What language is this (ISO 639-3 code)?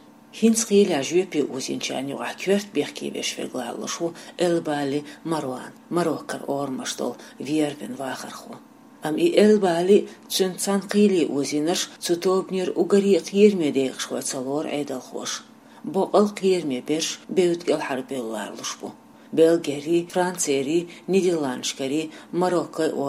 che